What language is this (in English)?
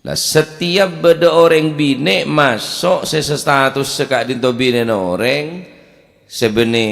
Madurese